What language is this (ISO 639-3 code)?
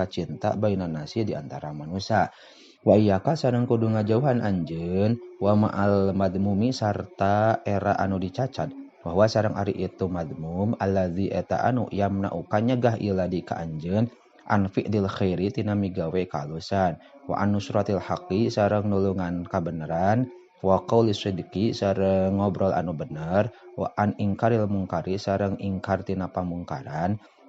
sun